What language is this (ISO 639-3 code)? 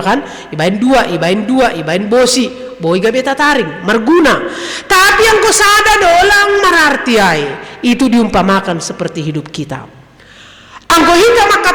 bts